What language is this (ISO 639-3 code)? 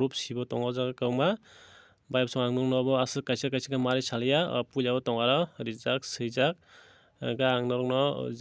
trp